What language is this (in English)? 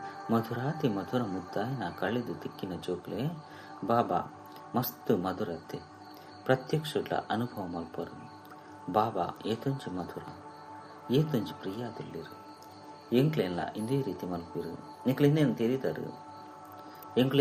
Tulu